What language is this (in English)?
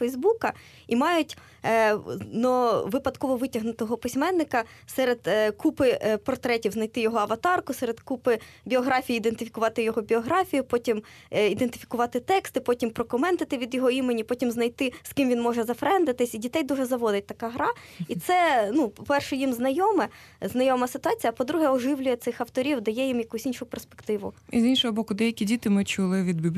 Ukrainian